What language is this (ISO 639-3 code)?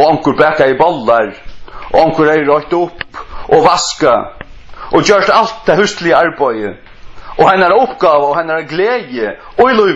fao